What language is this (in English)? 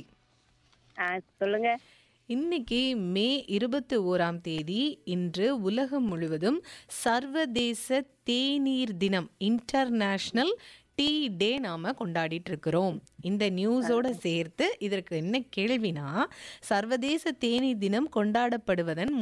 Tamil